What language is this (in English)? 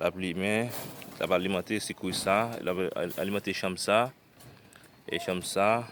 Haitian Creole